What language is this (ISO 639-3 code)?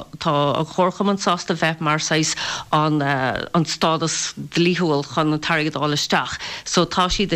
gle